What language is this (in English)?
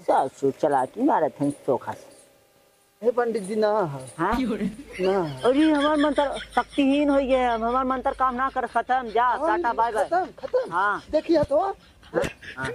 Awadhi